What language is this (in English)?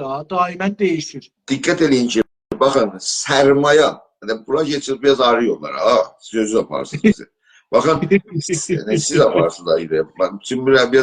South Azerbaijani